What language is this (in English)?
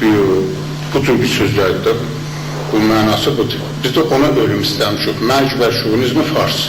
South Azerbaijani